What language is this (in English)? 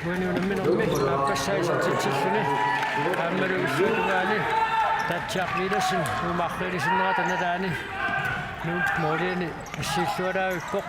Kalaallisut